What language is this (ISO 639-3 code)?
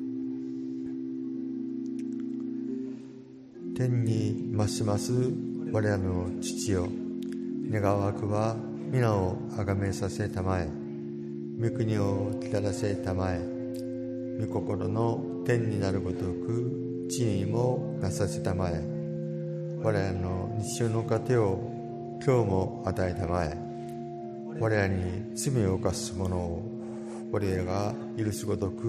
jpn